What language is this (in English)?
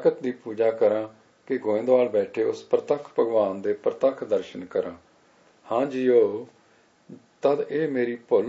Punjabi